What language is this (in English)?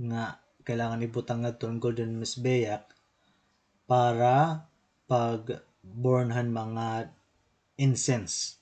Waray